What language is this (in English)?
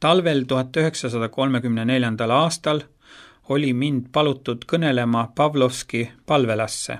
Estonian